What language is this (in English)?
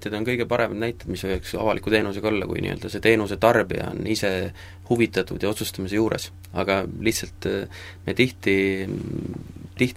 Estonian